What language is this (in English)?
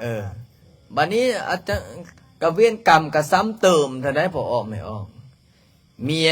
Lao